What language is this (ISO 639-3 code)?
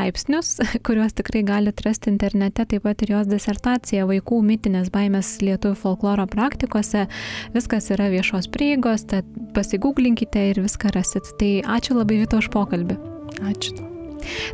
lit